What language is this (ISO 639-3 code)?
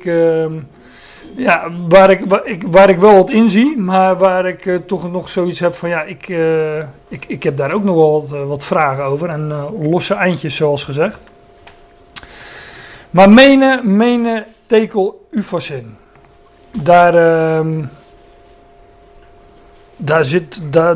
nld